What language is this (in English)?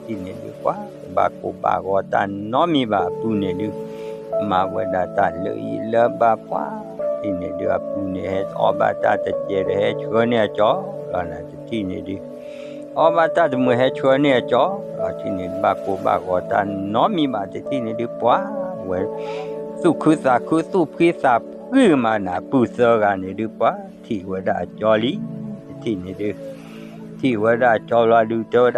S'gaw Karen